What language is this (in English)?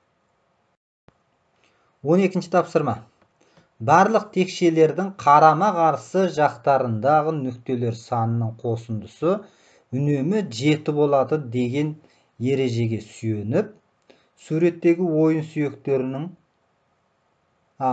Kazakh